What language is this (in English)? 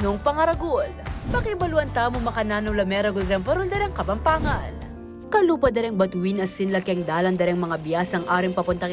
Pampanga